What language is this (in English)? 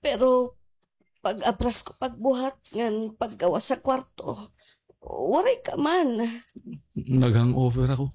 Waray